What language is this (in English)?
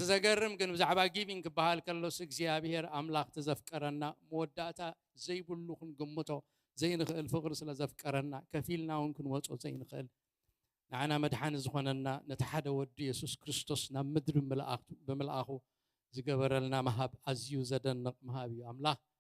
Tigrinya